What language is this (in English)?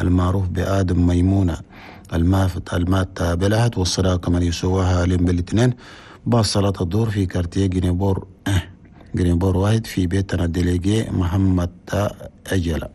Chadian Arabic